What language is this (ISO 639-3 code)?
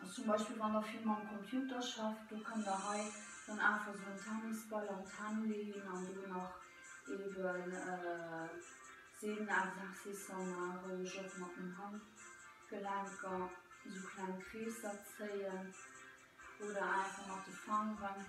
ltz